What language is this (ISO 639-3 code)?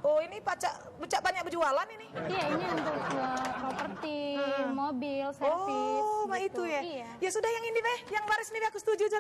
mui